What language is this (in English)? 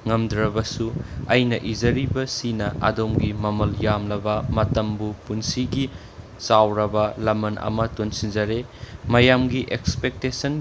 Manipuri